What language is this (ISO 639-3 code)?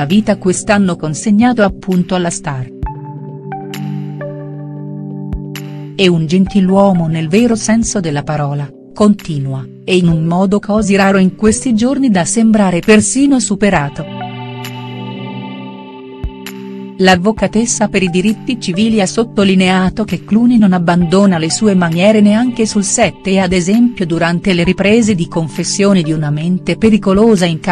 ita